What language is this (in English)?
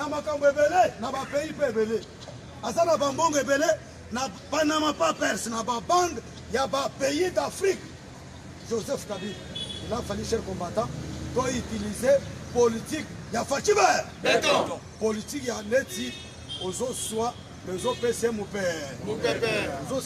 Lingala